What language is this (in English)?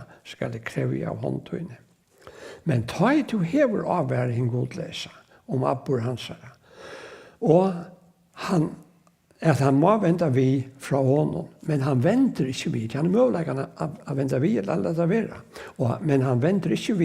Faroese